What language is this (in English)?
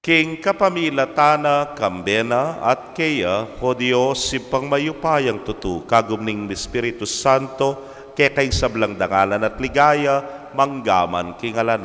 Pampanga